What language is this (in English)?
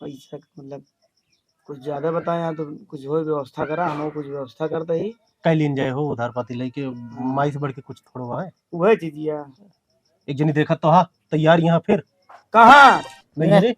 Awadhi